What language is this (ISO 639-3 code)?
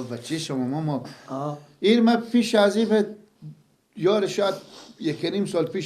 fas